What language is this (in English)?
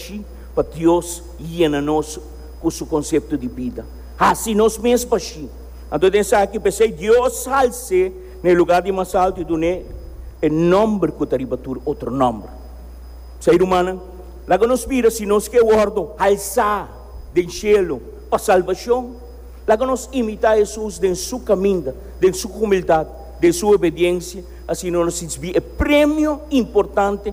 Papiamento